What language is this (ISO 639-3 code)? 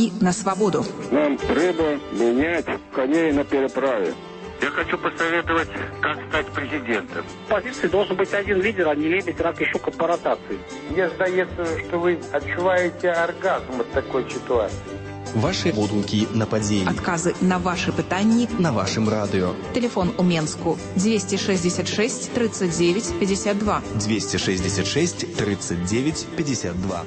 bel